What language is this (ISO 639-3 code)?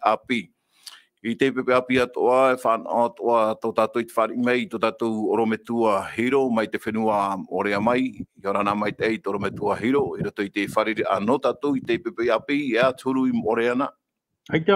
tah